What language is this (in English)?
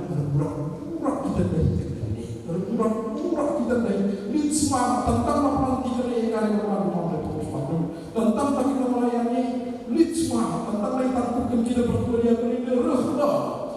Batak Karo